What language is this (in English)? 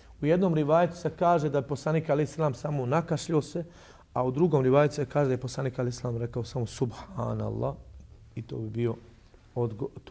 Bosnian